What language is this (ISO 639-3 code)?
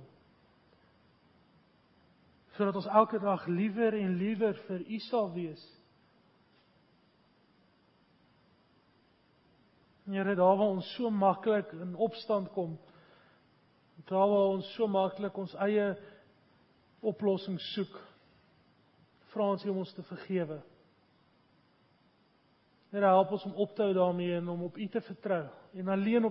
afr